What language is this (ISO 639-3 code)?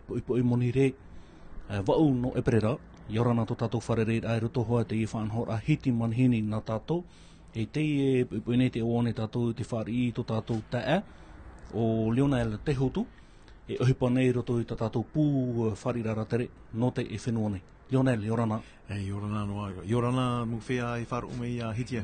tah